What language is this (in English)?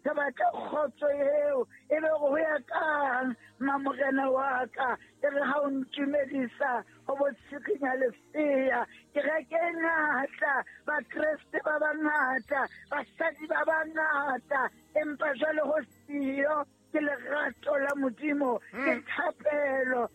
Southern Sotho